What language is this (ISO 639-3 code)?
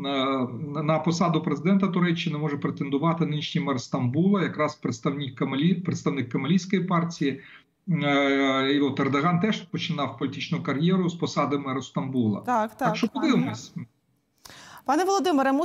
ukr